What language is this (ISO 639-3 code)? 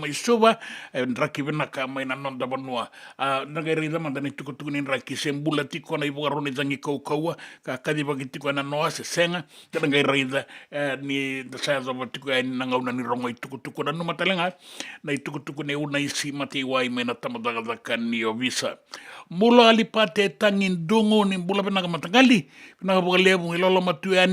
fij